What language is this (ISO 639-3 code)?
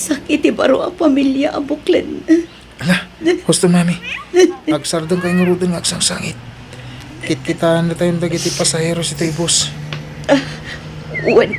ilo